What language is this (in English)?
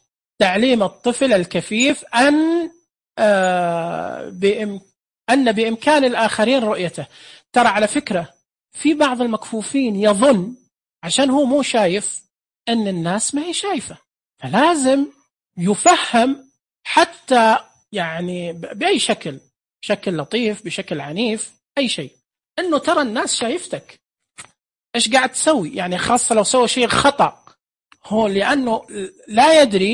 Najdi Arabic